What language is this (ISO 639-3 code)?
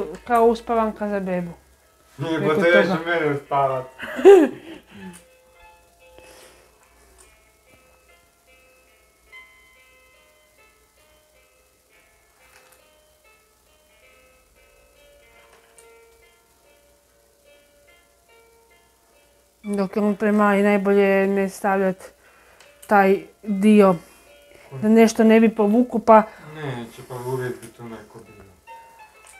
hrv